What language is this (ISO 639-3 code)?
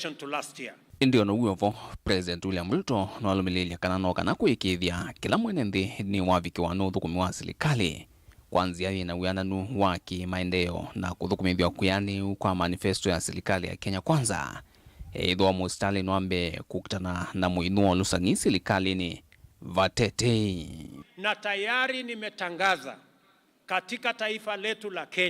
kam